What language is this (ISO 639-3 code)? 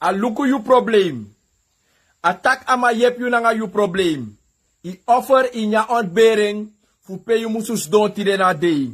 srn